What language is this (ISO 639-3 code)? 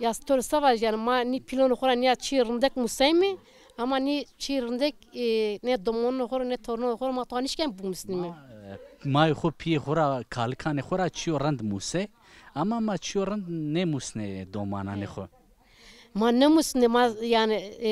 zza